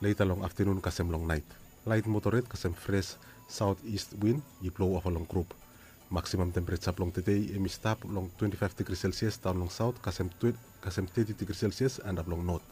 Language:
Bislama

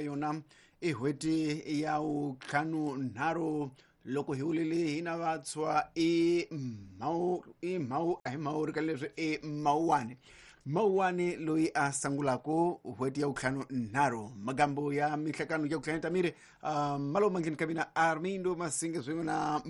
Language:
Tsonga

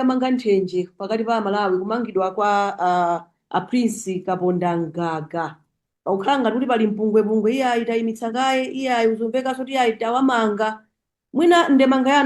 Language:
Nyanja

